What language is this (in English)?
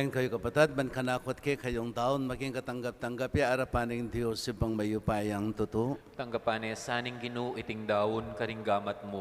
Pampanga